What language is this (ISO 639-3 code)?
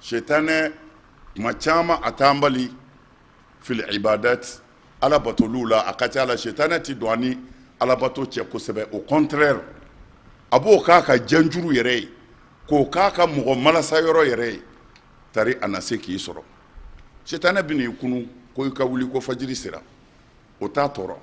bam